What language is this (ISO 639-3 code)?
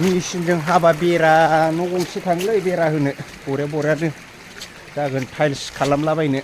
brx